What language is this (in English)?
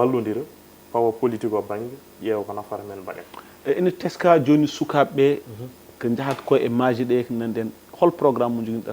Fula